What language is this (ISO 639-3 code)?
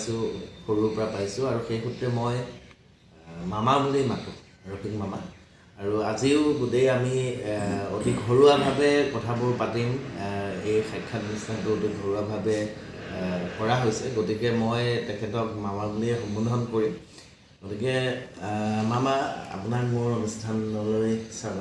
asm